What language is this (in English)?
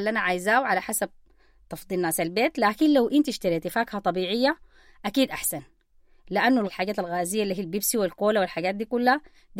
Sudanese Arabic